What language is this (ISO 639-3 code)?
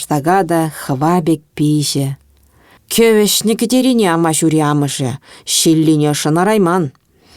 chv